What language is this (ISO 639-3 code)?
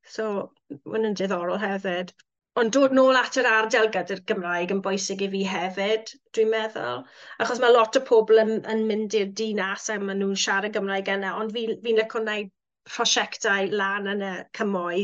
cym